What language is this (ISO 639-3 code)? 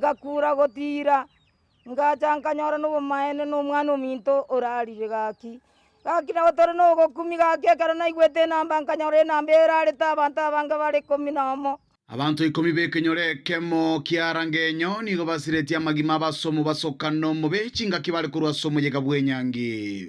guz